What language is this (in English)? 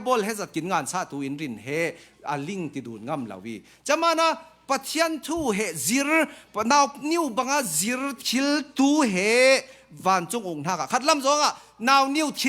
Falam Chin